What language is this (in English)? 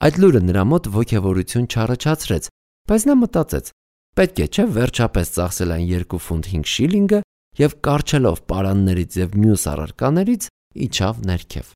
Armenian